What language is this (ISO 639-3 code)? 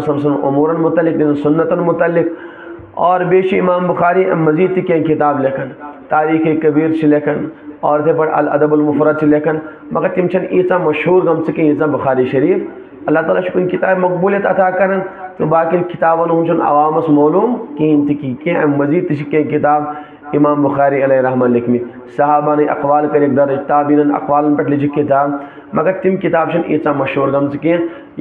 kas